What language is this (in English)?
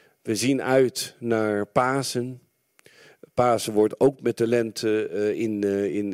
Dutch